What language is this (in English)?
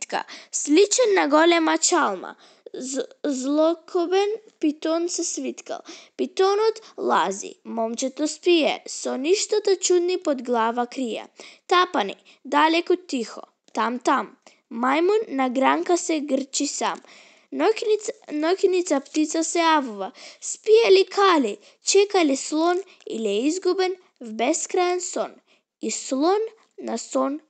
Macedonian